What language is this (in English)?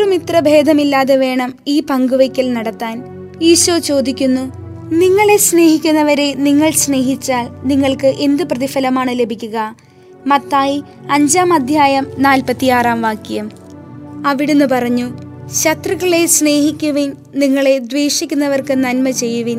Malayalam